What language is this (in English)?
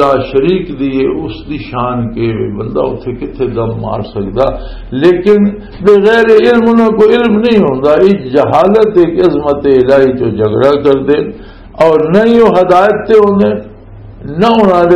Western Panjabi